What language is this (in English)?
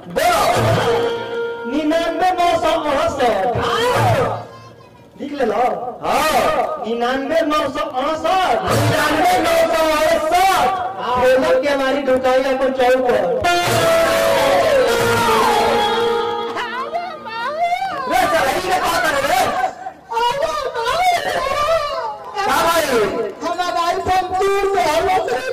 Bhojpuri